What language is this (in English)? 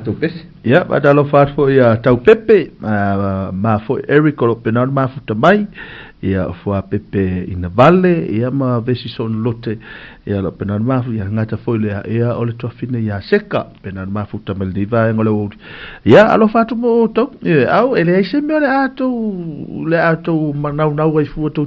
Samoan